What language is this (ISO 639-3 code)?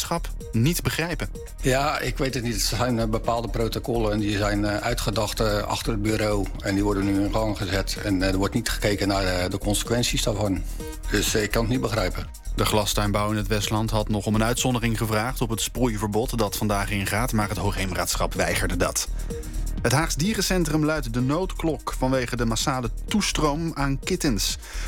nld